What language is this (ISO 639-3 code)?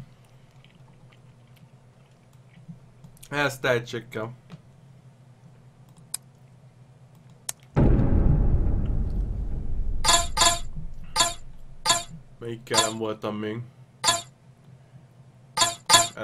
hun